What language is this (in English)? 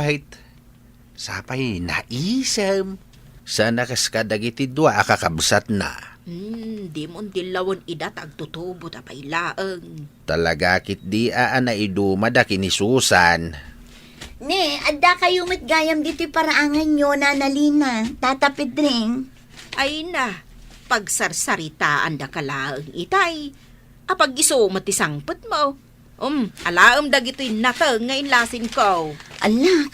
Iloko